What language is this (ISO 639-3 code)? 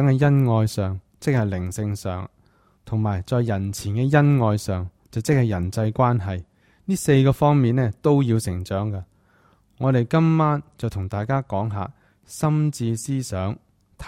yue